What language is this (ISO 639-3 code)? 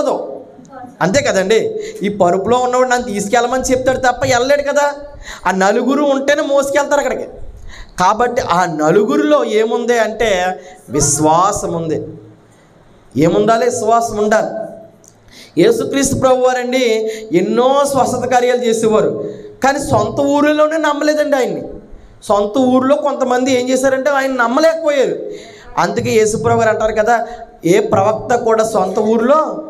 tel